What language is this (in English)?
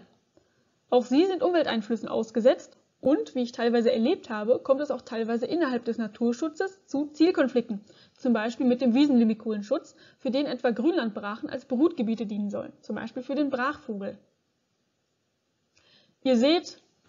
German